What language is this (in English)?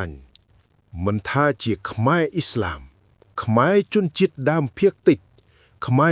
Khmer